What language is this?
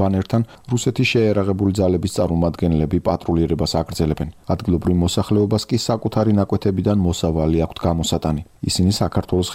Georgian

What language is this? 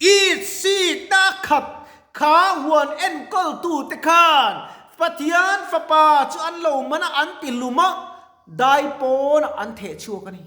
Mizo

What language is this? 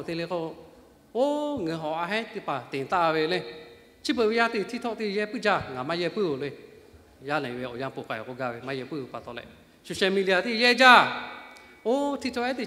Lahu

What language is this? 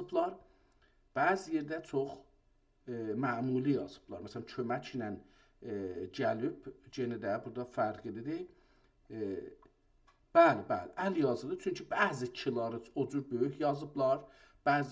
South Azerbaijani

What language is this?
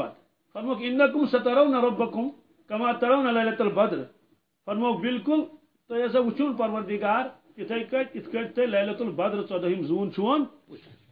Kashmiri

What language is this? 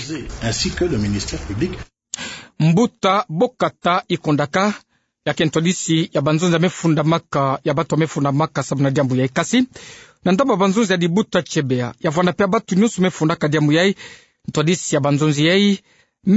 Kituba (Democratic Republic of Congo)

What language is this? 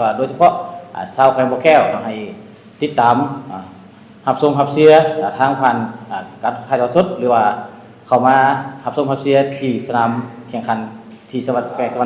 Lao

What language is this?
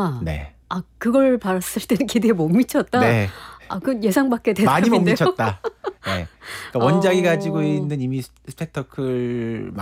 Korean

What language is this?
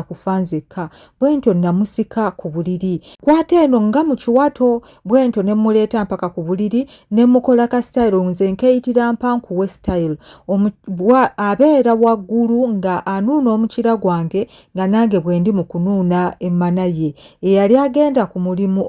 Ganda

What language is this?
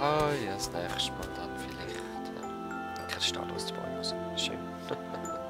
Swiss German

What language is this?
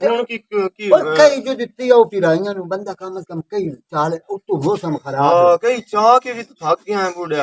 Western Panjabi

